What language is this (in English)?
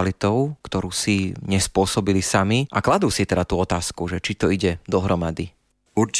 Slovak